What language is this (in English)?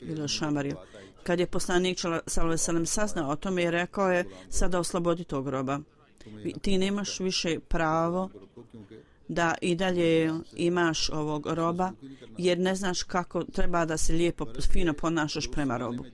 Bosnian